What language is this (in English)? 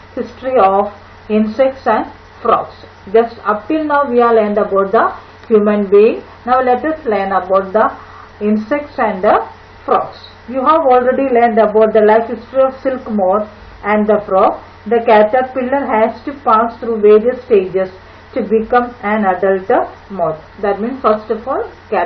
English